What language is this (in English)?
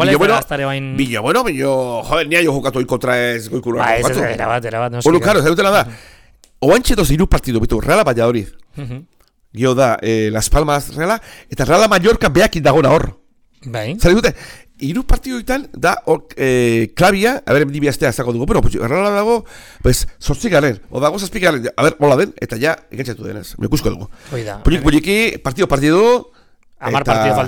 Basque